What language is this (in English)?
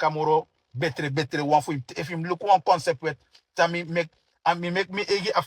Sranan Tongo